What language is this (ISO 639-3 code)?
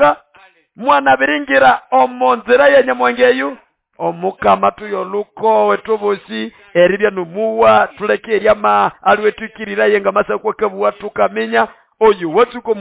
nnb